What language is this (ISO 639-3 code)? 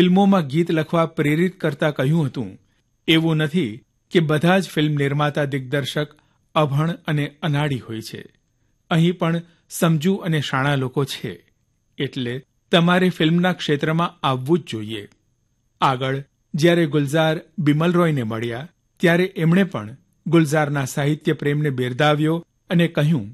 guj